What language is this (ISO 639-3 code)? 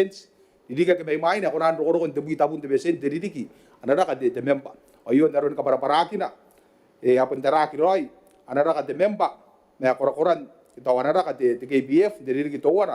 gil